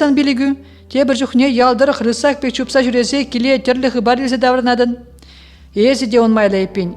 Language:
Chuvash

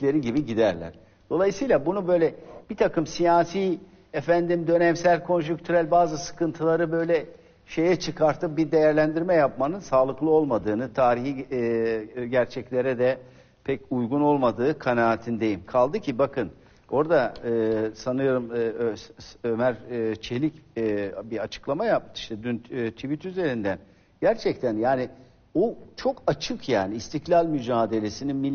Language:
Turkish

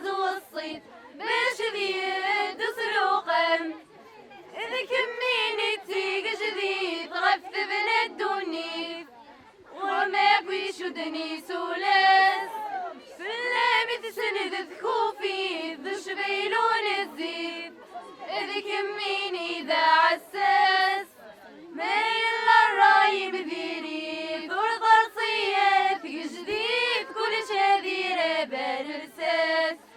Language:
Kabyle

